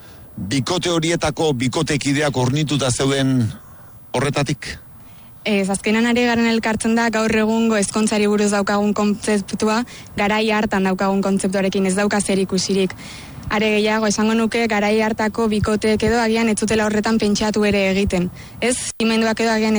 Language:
Basque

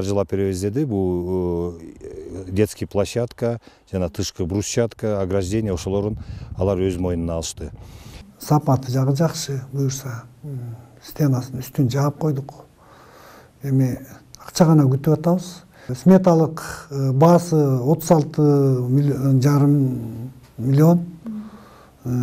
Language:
Kyrgyz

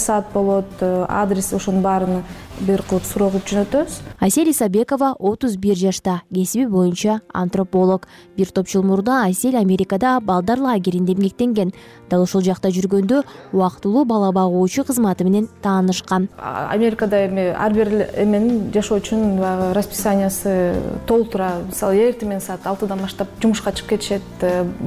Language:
Kyrgyz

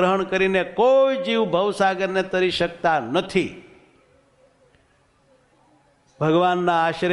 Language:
Gujarati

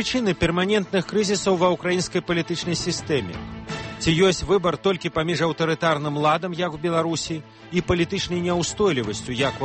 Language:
Belarusian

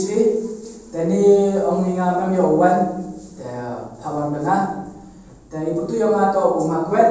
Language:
Khasi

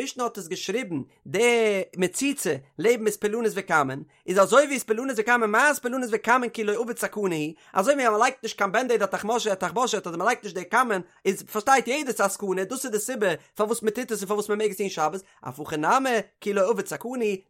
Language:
Yiddish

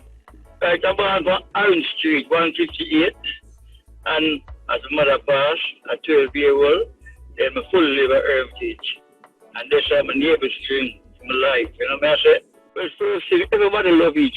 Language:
Jamaican Creole English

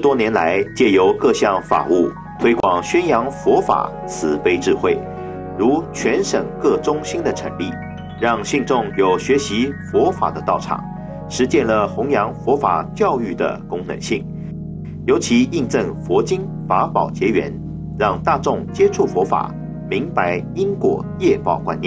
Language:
Chinese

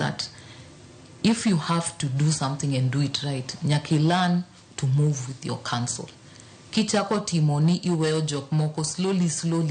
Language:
Luo (Kenya and Tanzania)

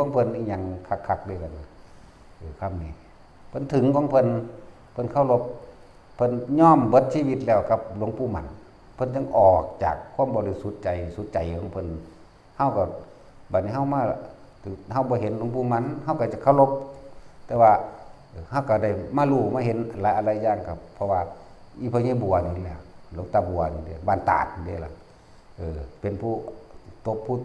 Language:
Northeastern Thai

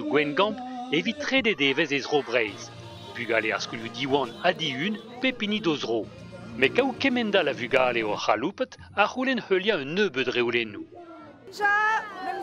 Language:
Breton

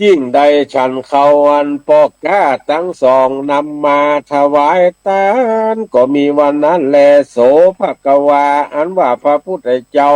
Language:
Northern Thai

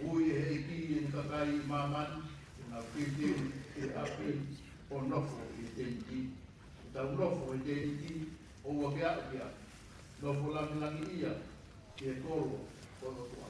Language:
Tongan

